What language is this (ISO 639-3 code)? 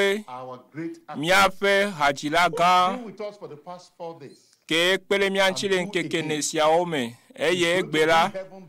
ewe